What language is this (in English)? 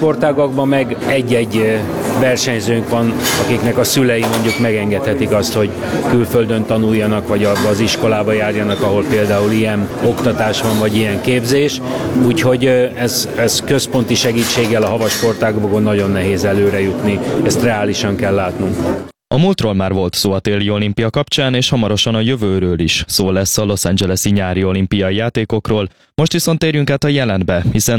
Hungarian